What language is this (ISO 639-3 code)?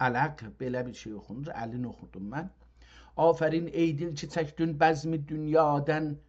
azb